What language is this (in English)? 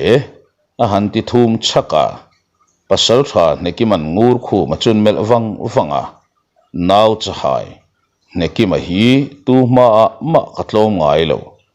Mizo